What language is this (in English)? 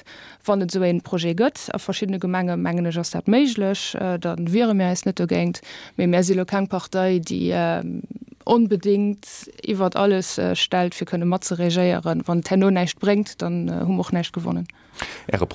Luxembourgish